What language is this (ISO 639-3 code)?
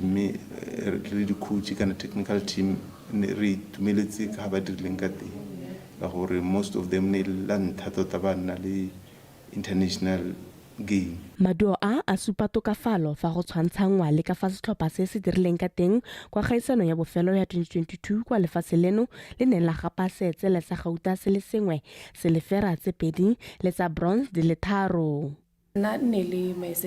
tsn